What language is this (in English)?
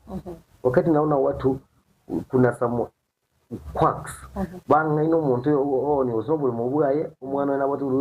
Gusii